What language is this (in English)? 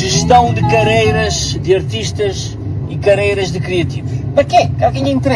Kabuverdianu